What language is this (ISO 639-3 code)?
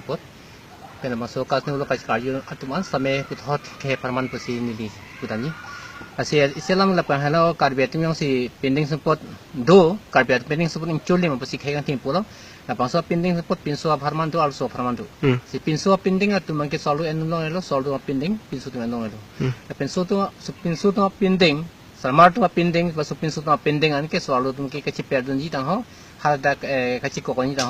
mjw